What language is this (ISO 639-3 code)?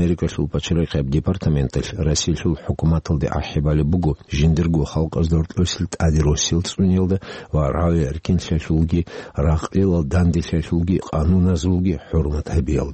ava